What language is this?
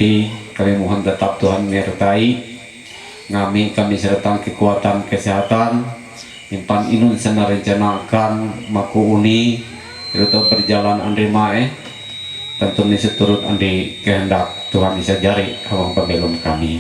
Ma'anyan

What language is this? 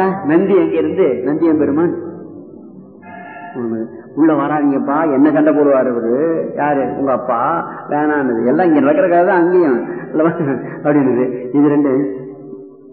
Tamil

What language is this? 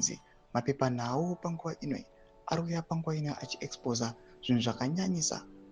Shona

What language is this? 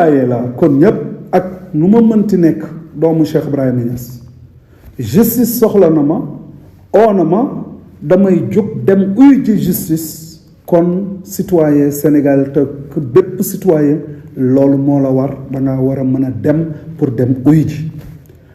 Wolof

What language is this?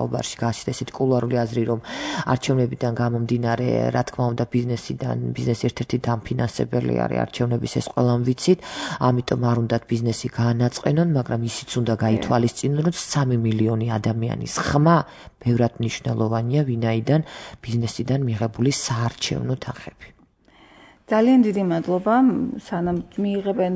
Georgian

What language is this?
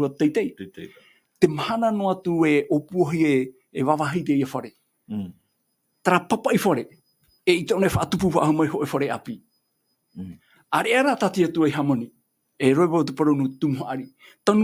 Tahitian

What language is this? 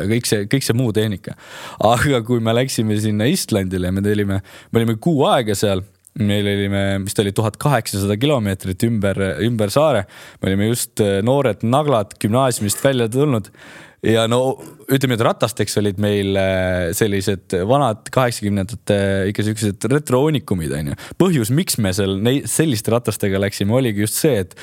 Estonian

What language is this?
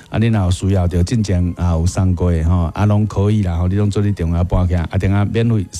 Min Nan Chinese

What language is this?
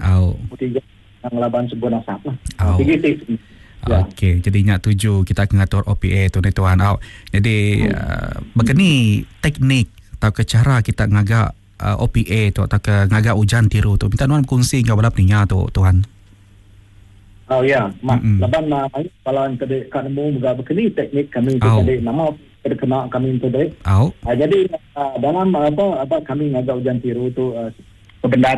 Iban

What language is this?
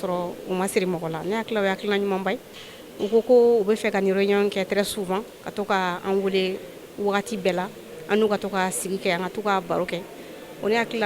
Bambara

